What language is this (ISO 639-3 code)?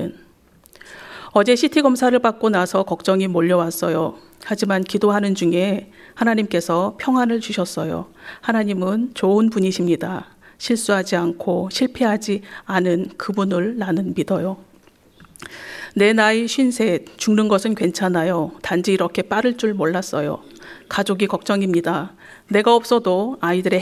kor